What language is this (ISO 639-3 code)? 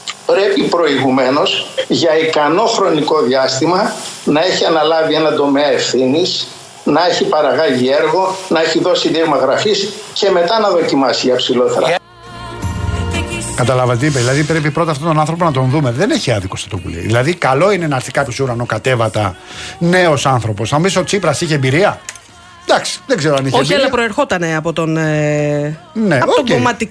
ell